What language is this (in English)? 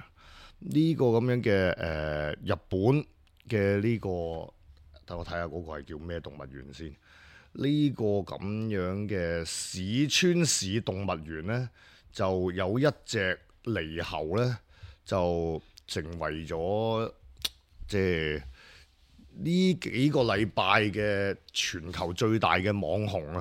Cantonese